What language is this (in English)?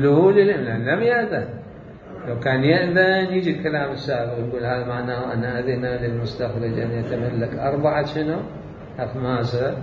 Mesopotamian Arabic